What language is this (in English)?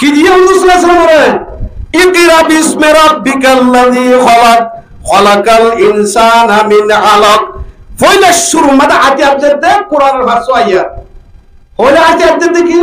Rohingya